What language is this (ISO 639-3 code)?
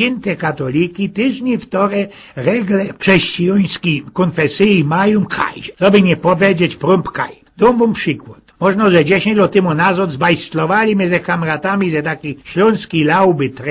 szl